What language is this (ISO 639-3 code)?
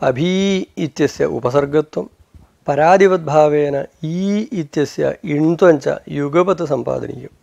san